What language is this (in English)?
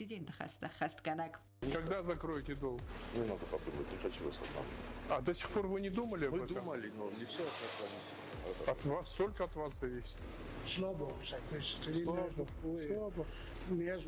Ossetic